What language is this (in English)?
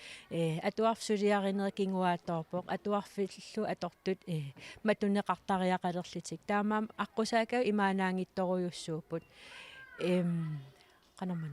Kalaallisut